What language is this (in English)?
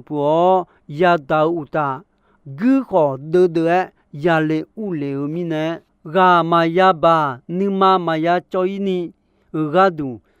Akha